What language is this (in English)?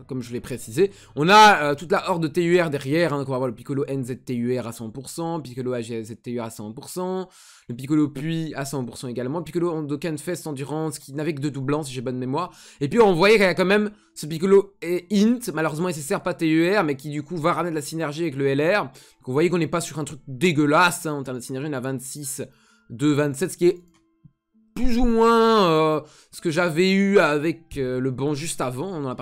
French